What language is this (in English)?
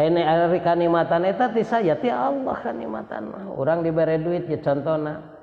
Sundanese